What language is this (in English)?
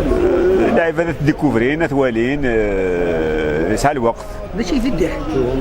Kabyle